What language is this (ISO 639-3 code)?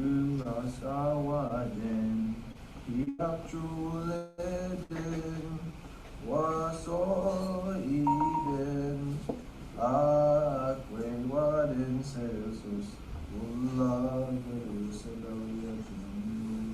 mic